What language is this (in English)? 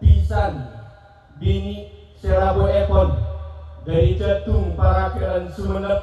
Madurese